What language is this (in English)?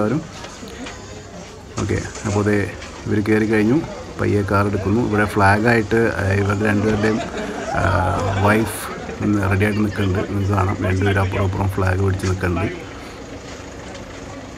Malayalam